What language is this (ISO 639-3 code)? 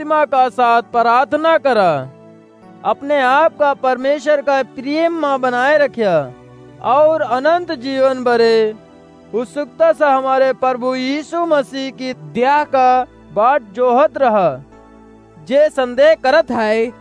awa